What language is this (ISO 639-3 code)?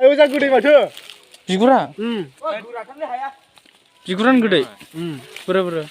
brx